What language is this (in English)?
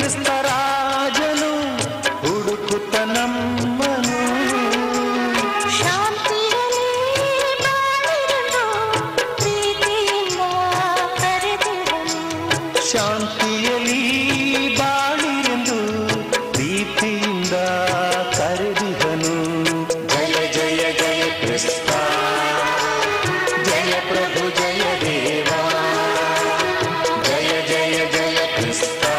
Kannada